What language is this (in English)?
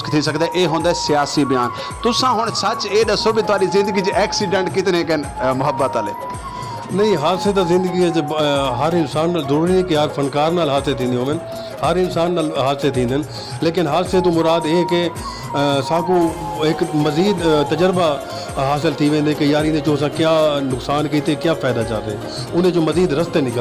Saraiki